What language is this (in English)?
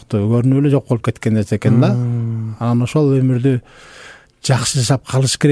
Kyrgyz